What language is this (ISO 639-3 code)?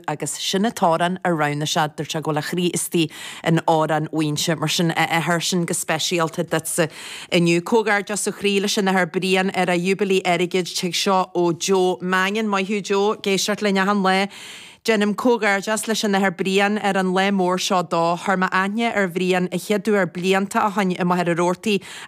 gle